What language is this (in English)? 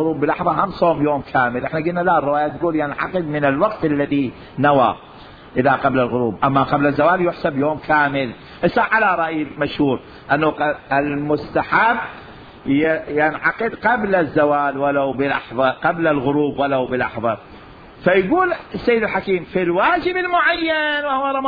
Mesopotamian Arabic